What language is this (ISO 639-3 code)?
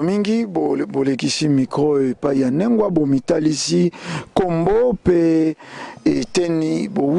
lin